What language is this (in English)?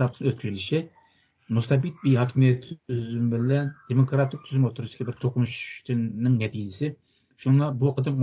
Uyghur